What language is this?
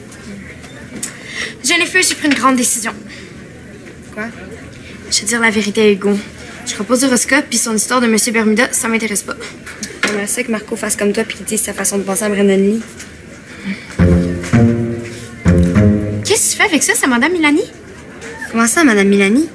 French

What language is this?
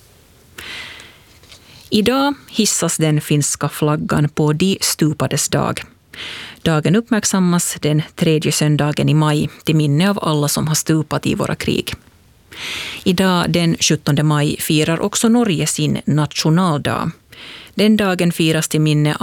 Swedish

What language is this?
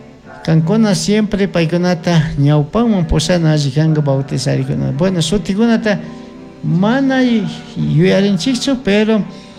Chimborazo Highland Quichua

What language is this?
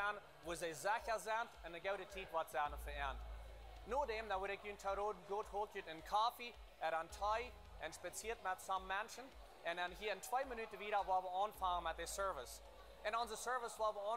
Plautdietsch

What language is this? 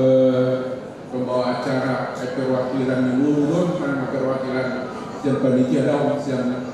Batak Toba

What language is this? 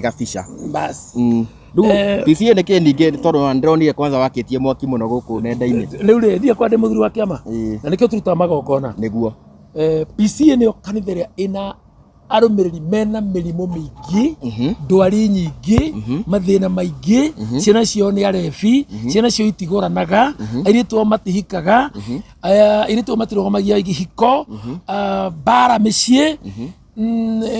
Kikuyu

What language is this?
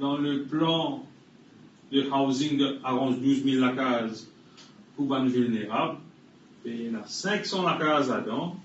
Morisyen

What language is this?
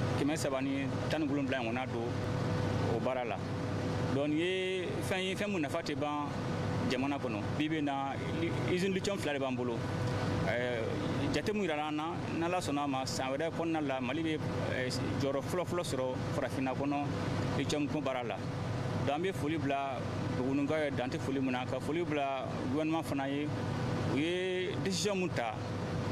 Bambara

